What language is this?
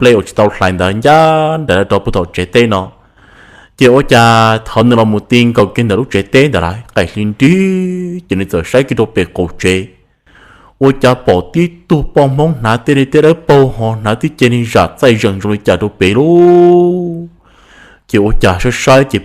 Hmong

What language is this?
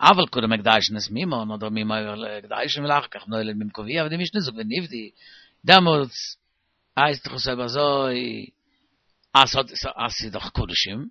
Yiddish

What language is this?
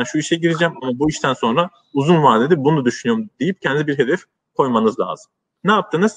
Turkish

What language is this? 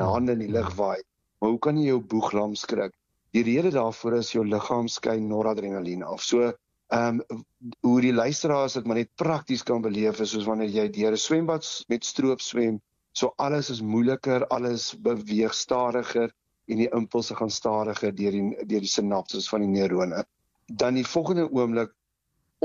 Afrikaans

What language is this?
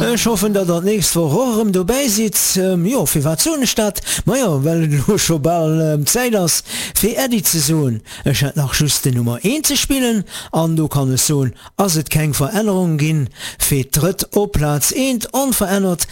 Luxembourgish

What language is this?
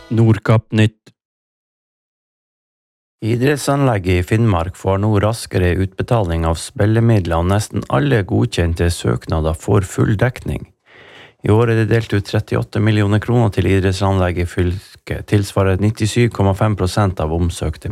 Norwegian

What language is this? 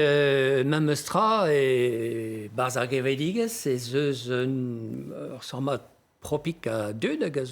Breton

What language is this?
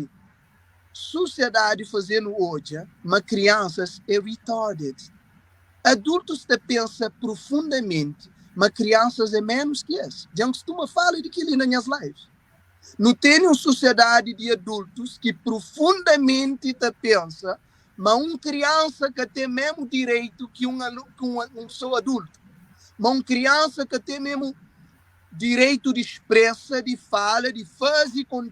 Kabuverdianu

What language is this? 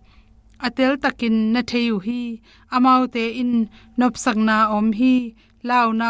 Tedim Chin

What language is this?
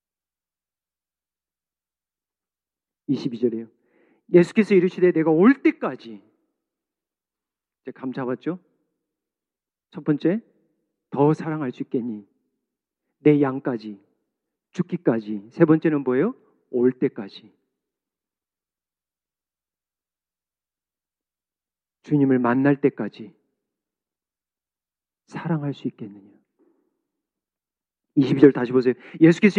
Korean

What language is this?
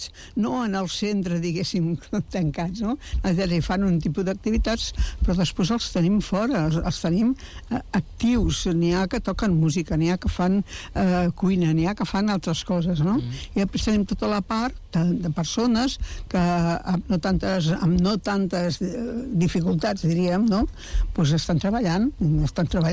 Catalan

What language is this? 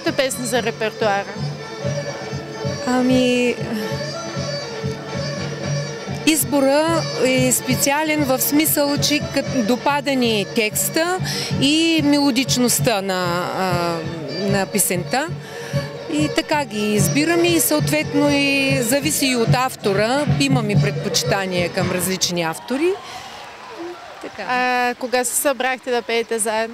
Bulgarian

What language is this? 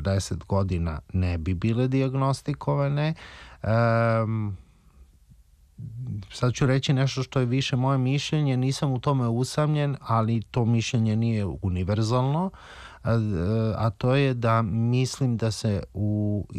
Serbian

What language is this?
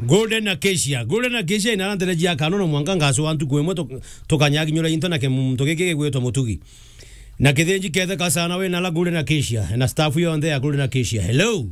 Meru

